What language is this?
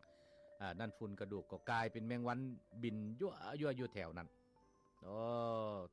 Lao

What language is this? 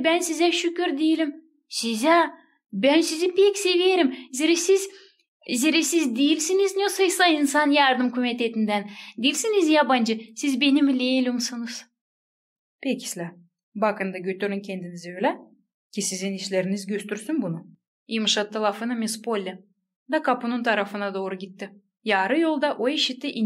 Gagauz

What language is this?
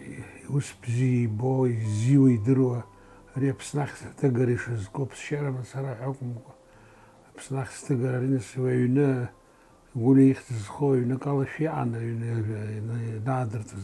Abkhazian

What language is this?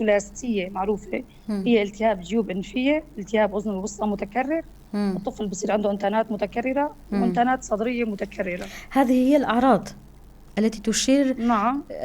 North Levantine Arabic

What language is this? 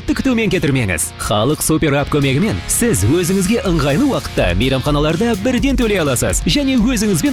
Kazakh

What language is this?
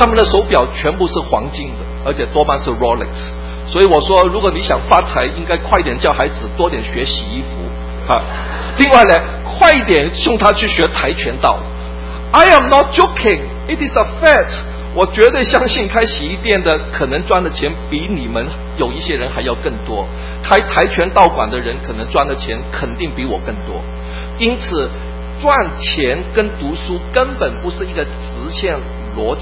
Chinese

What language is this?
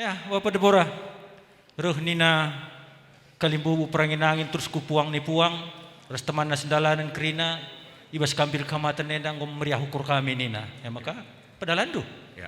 Batak Karo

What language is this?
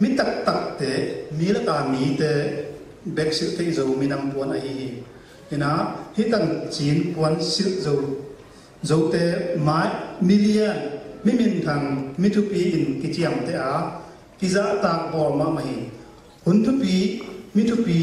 Tedim Chin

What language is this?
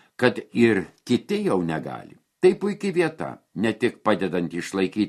Lithuanian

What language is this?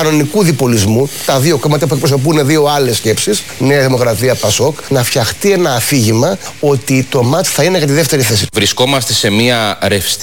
Greek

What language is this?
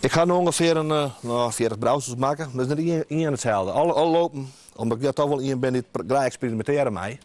Western Frisian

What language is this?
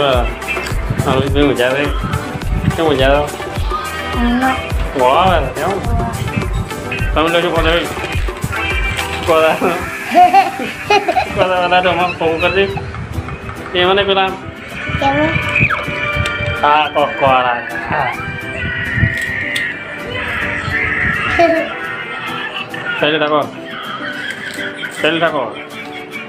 Gujarati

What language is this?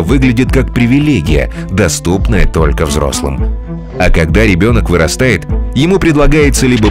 Russian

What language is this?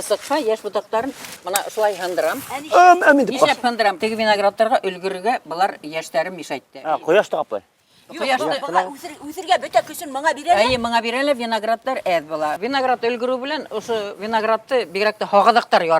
Bashkir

